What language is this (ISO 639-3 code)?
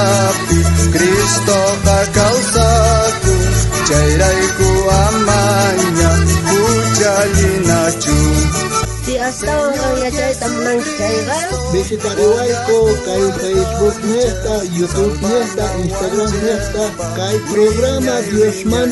quh